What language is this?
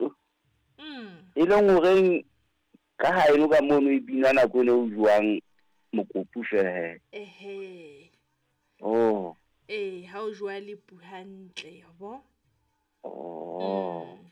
Southern Sotho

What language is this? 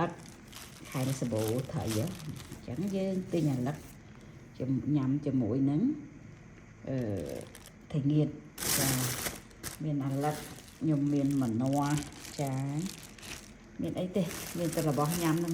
Khmer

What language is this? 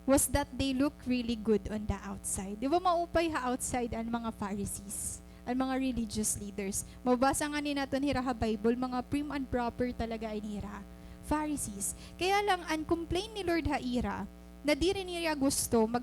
Waray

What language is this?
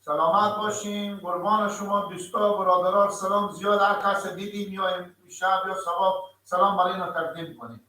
Persian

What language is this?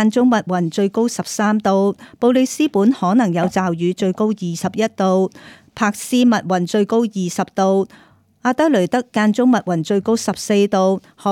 Cantonese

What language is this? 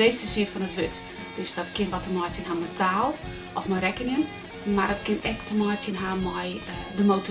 Western Frisian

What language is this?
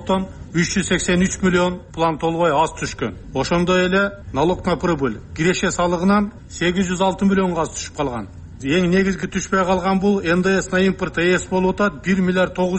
Kyrgyz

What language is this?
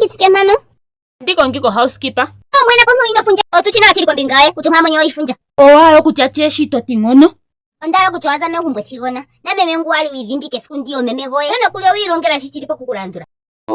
Ndonga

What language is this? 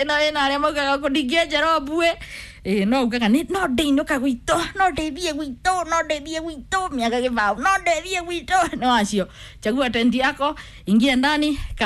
Kikuyu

